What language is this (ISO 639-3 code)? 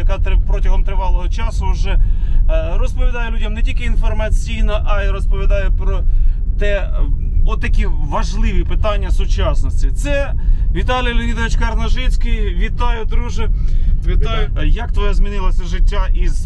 ukr